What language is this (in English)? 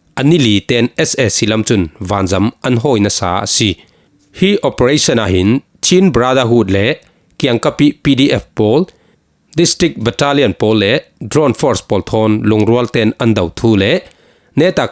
Falam Chin